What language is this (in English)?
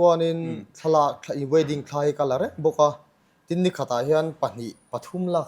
Mizo